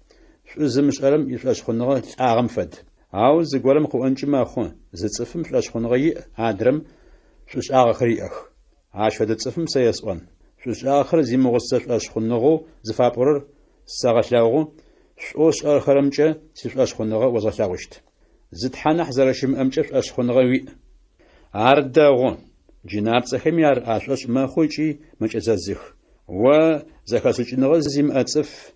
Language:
Adyghe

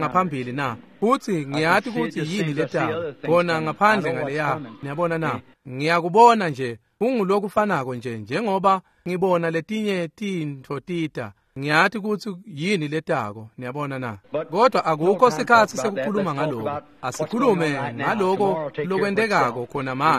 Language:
Swati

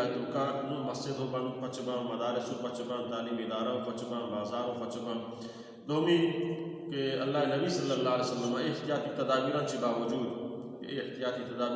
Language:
Baluchi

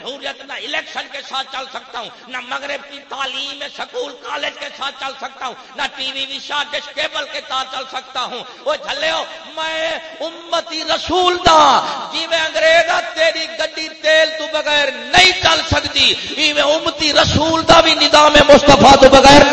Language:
Saraiki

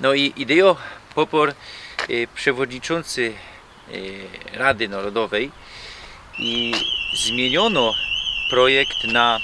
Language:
Silesian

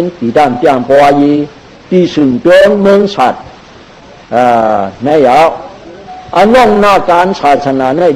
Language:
Shan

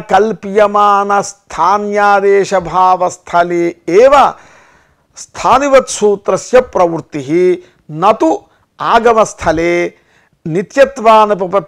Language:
Sanskrit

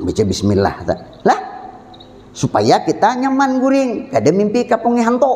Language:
Banjar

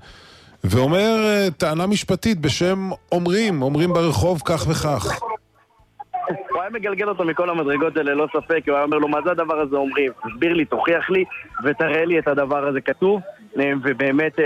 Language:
Hebrew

